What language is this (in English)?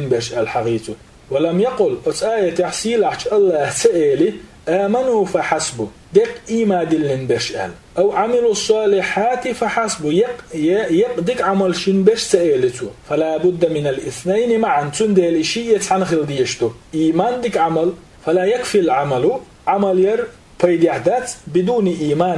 Chechen